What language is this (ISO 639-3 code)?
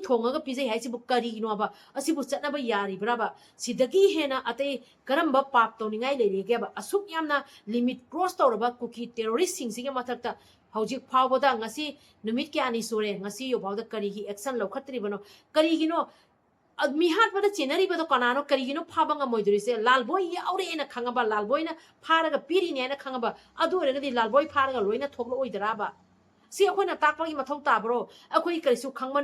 mni